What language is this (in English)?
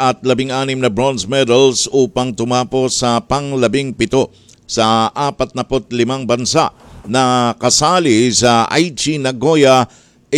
Filipino